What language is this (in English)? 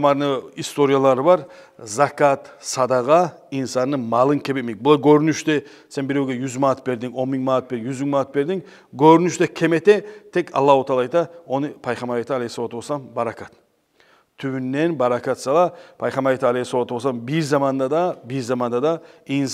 Kumyk